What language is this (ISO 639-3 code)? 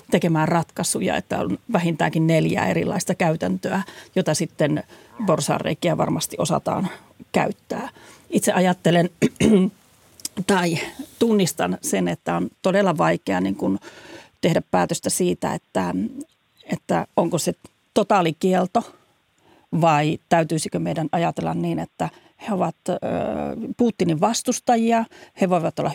fin